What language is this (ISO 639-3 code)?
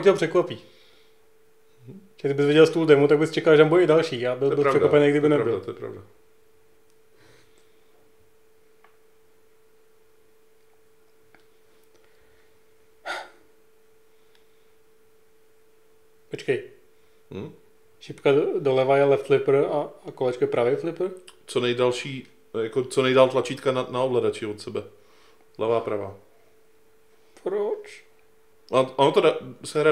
ces